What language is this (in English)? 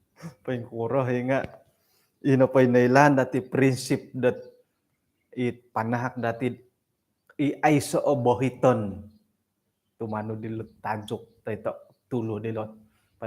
Central Dusun